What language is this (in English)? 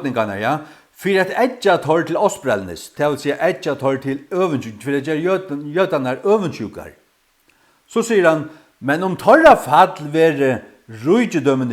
Faroese